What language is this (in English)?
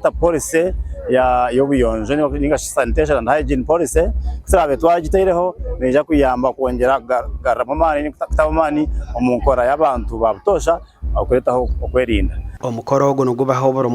Nyankole